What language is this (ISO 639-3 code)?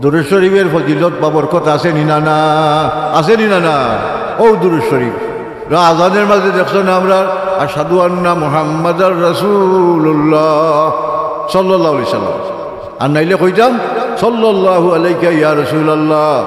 syl